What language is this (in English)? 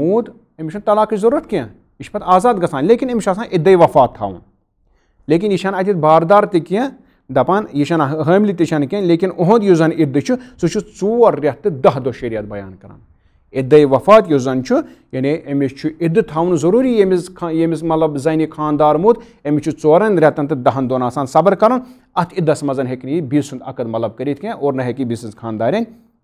Kashmiri